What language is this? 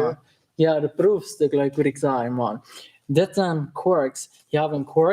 Plautdietsch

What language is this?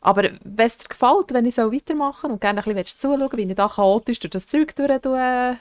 Swiss German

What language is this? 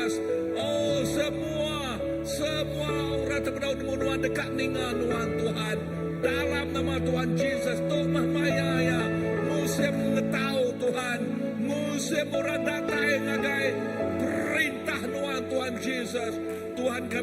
Iban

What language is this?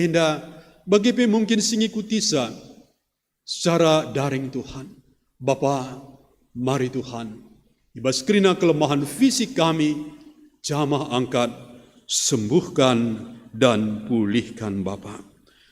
Batak Karo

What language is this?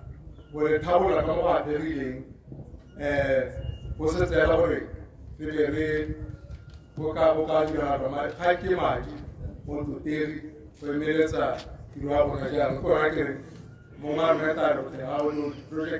Tswana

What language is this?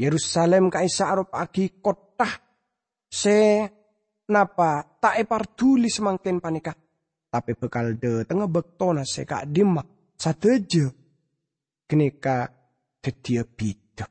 Madurese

